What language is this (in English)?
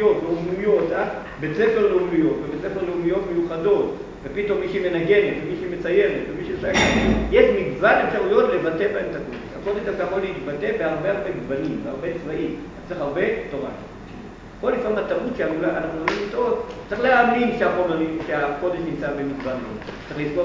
Hebrew